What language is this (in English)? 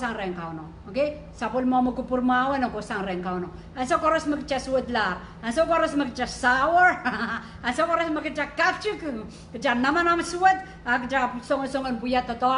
Pohnpeian